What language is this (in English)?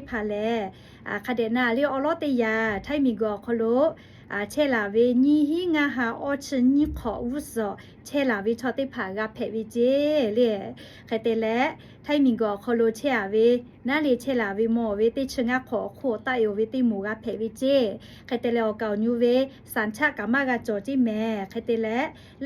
Lahu